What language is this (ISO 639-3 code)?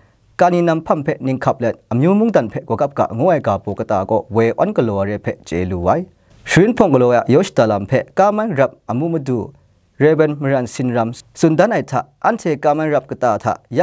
kac